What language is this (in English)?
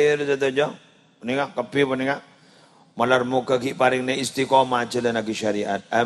Madurese